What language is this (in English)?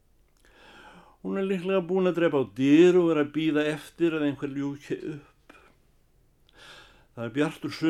Icelandic